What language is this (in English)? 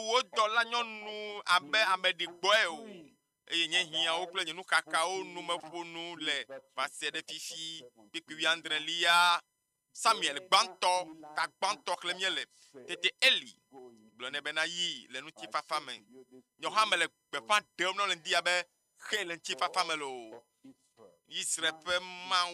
Ewe